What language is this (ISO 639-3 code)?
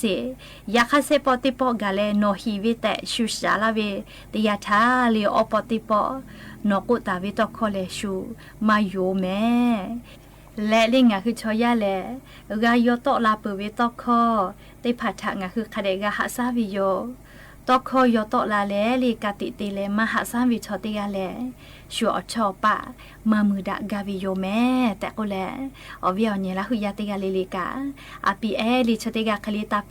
lhu